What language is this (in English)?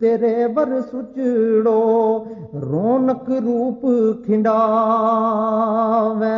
Gujari